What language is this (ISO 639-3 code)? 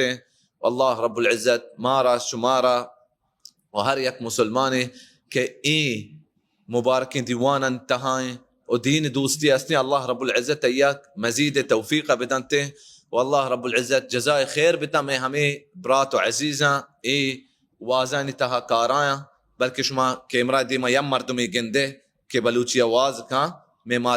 bal